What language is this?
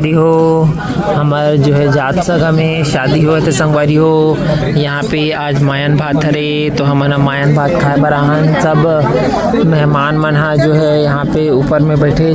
Chhattisgarhi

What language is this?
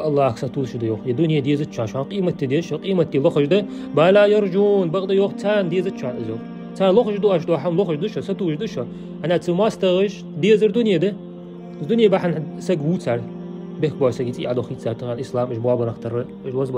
Ingush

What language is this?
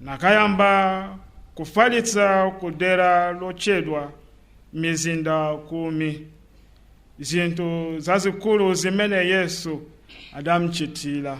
Nyanja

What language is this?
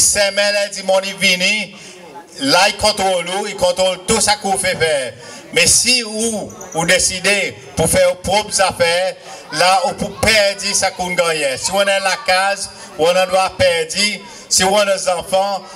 Seselwa Creole French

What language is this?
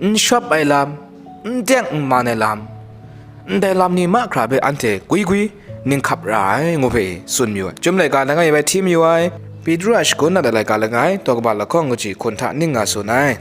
Kachin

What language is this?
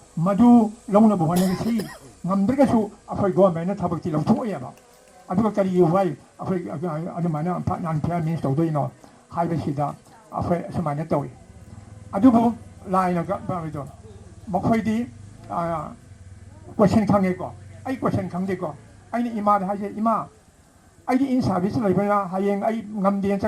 Manipuri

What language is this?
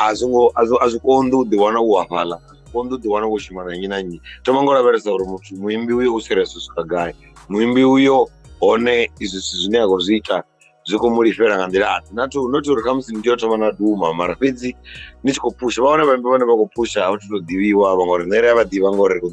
Venda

